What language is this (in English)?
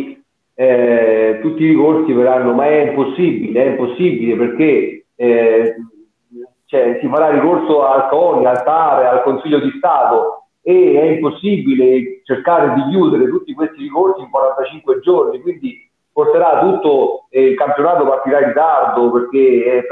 Italian